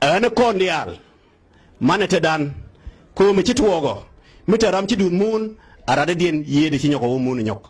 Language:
Nuer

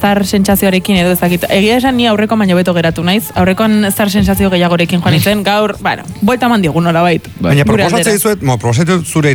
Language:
Basque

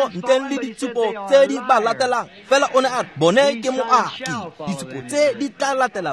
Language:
Tswana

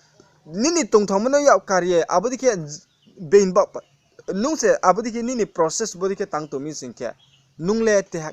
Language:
Riang (India)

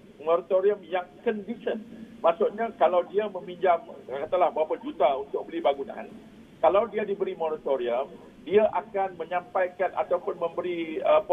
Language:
Malay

